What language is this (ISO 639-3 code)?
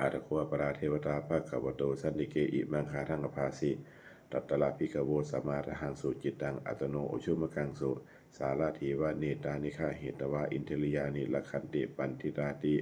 pli